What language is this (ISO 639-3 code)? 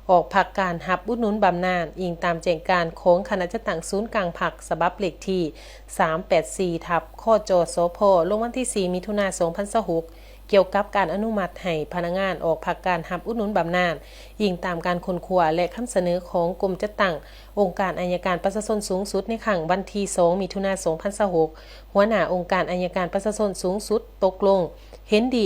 lao